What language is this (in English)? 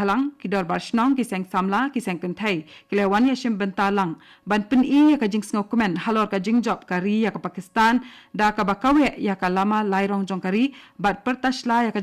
Khasi